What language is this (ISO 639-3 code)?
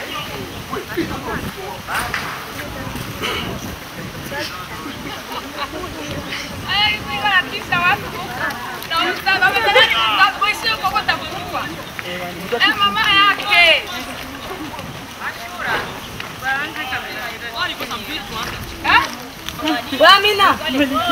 swa